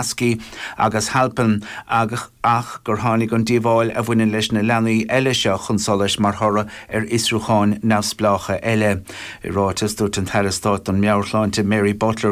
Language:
Irish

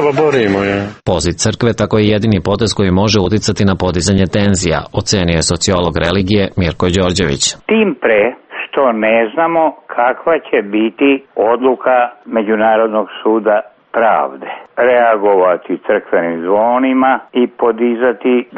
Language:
Serbian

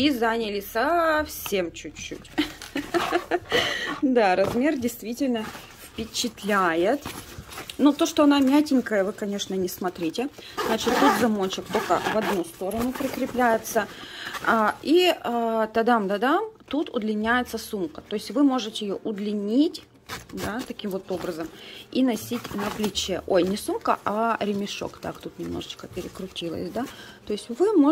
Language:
Russian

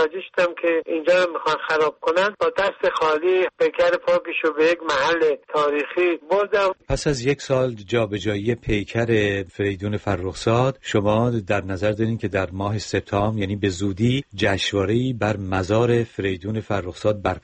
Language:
Persian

